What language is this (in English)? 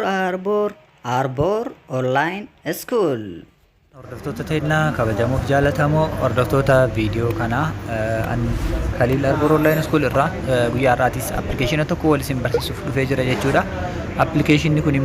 Oromo